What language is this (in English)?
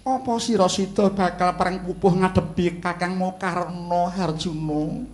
Javanese